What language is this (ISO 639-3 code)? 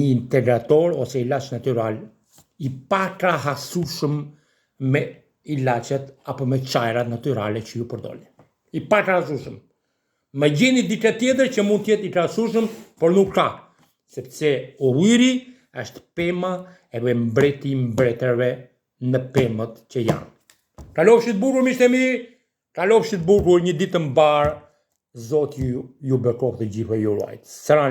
sqi